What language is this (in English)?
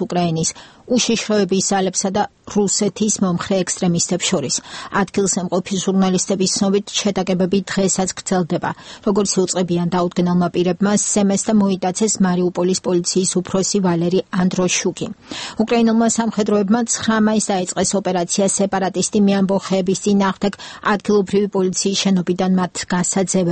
Georgian